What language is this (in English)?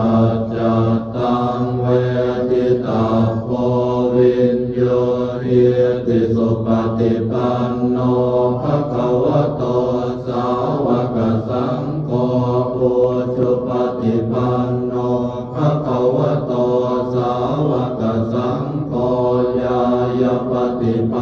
Pali